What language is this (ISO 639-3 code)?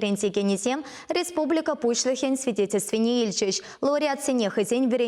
chv